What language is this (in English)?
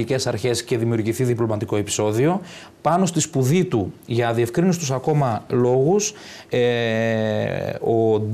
Greek